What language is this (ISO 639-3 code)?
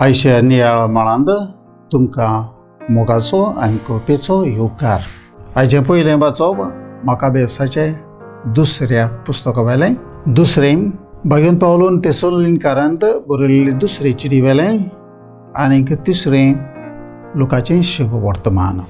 kok